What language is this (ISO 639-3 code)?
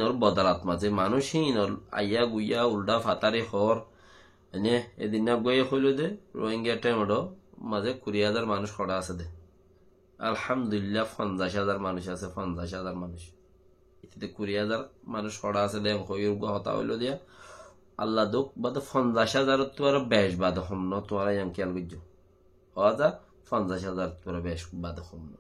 rhg